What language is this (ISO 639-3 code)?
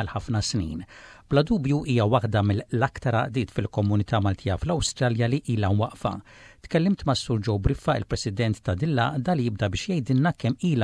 mlt